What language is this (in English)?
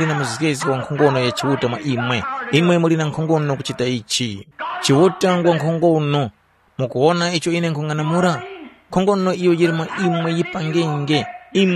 Tumbuka